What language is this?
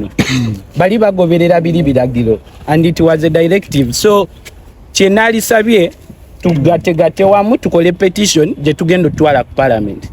Ganda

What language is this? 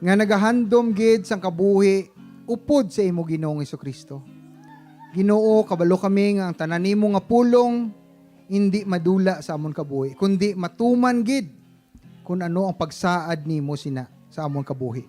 Hiligaynon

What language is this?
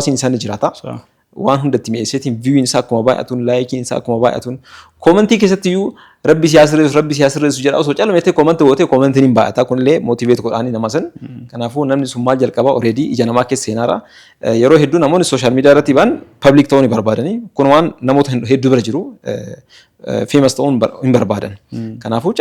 Oromo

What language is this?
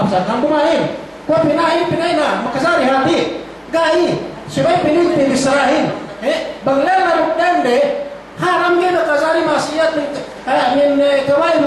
Yakan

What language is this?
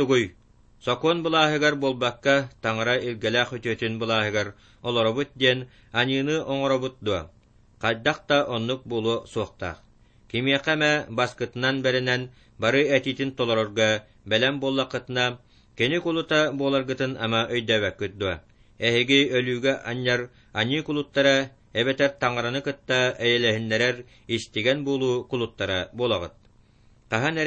Yakut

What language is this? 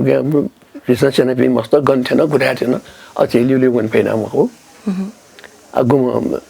Newari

